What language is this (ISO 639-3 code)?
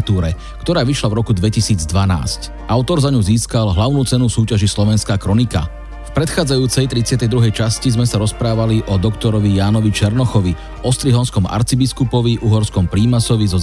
slk